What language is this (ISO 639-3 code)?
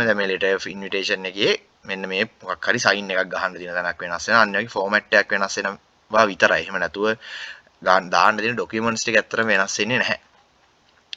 sin